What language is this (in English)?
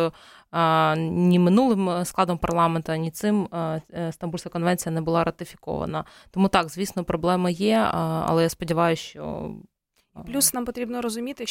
Ukrainian